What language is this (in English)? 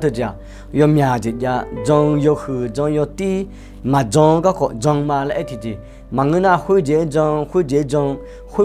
Akha